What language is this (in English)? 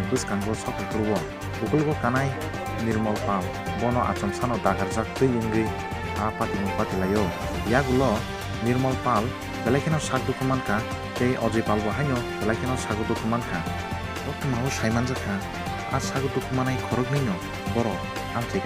Kok Borok